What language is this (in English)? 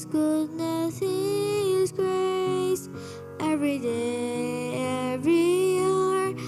Tangkhul Naga (India)